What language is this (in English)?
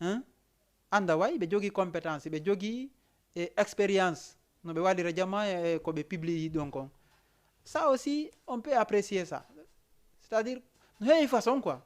Fula